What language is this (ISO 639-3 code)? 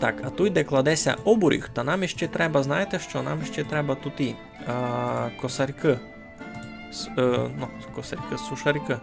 rue